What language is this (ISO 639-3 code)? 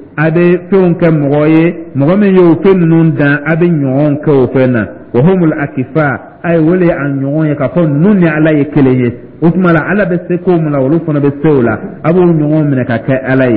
dyu